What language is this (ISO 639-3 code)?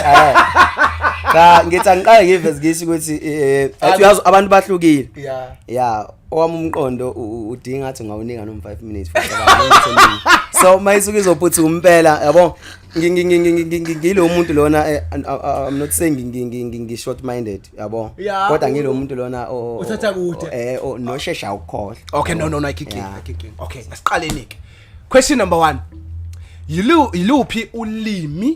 zul